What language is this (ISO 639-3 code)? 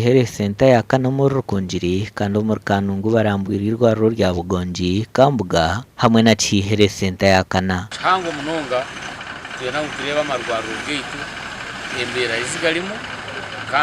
nyn